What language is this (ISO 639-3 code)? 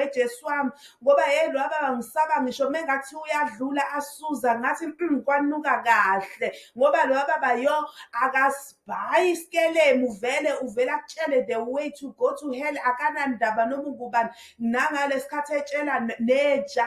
zul